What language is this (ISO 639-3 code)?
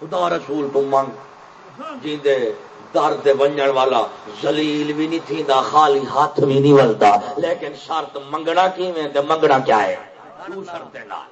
skr